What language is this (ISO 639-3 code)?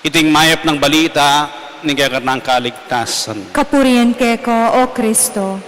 pam